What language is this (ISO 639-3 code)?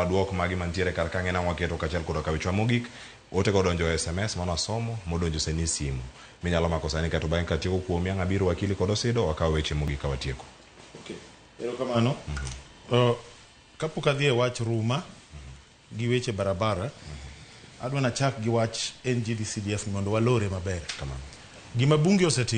luo